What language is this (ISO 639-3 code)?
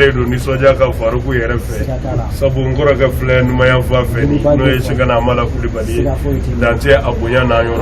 bam